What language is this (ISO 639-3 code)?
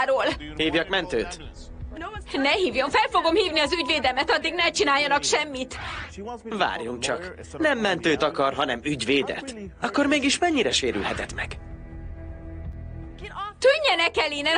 hun